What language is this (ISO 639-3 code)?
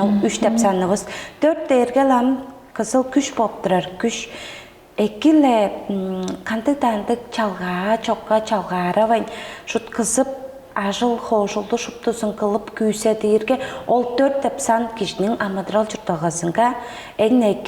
tyv